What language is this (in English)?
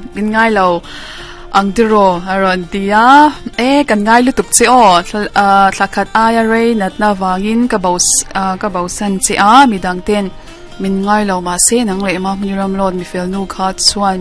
Mizo